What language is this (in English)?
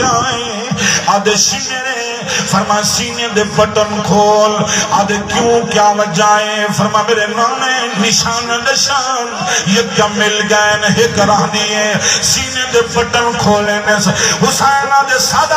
Saraiki